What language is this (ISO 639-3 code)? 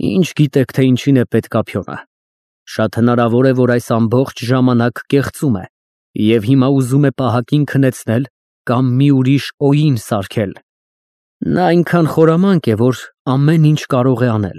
hye